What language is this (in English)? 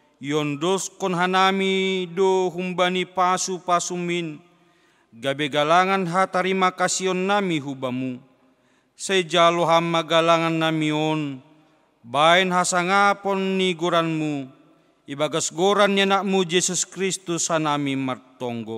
Batak Simalungun